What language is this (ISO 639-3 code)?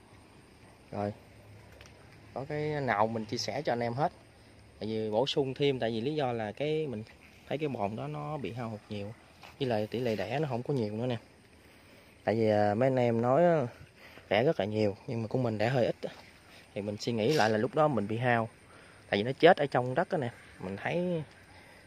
vie